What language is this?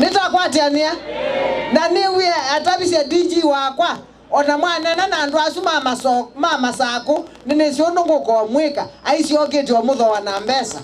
Kamba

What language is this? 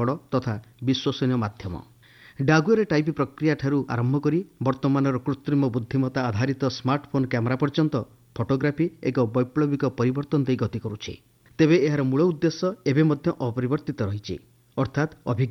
Odia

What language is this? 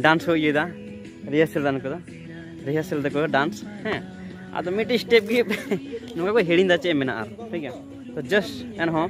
Santali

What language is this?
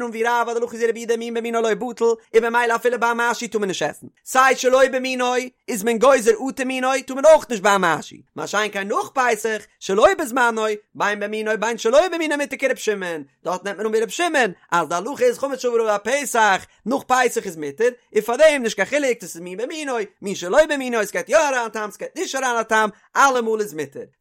Yiddish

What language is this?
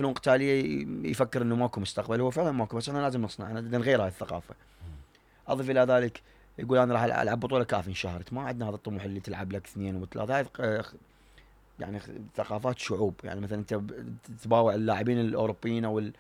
Mesopotamian Arabic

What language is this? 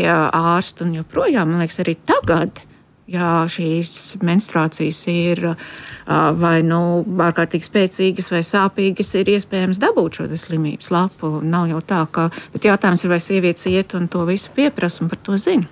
Latvian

